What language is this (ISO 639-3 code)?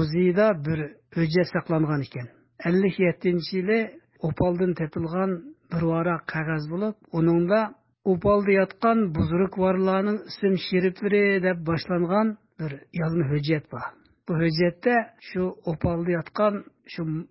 uig